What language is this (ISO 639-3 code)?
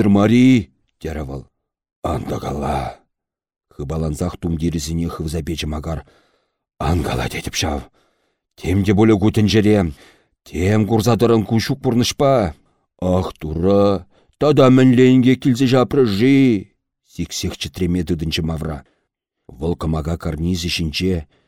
chv